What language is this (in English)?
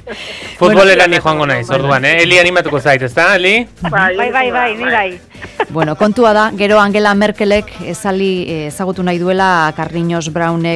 Basque